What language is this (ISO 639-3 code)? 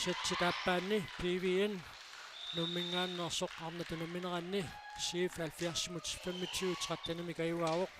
kal